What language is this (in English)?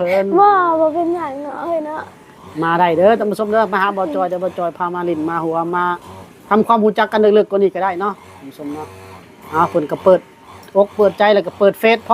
Lao